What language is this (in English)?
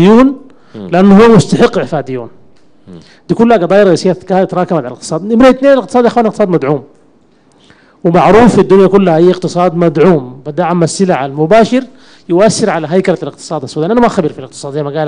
Sudanese Arabic